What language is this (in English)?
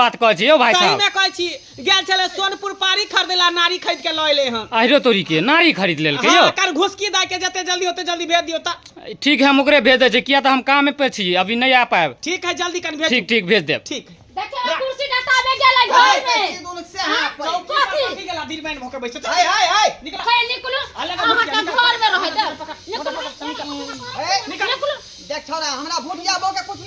Maithili